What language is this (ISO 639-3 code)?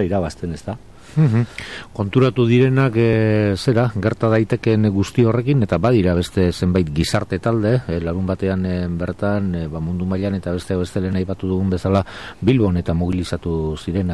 eus